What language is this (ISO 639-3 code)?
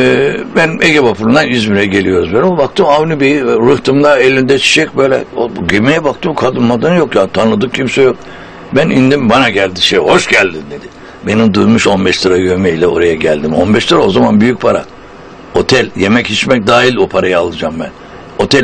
tur